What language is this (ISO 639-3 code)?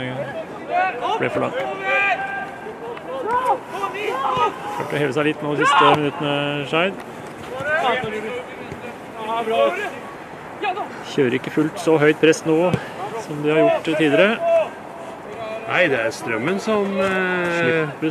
nor